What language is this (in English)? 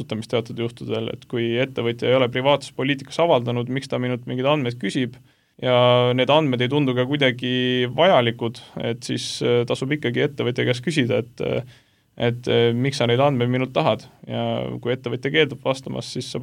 Estonian